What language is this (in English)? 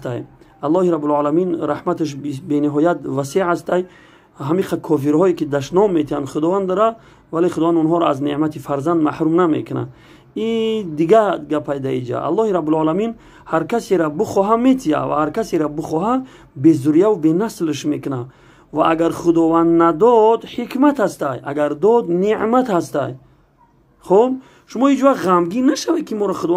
Tajik